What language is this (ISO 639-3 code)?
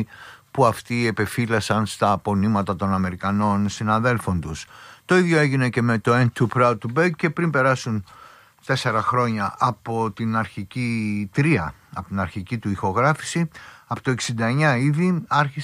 ell